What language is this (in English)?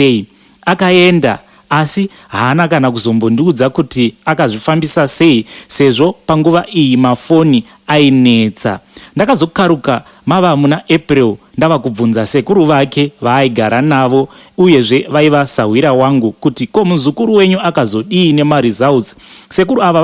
Shona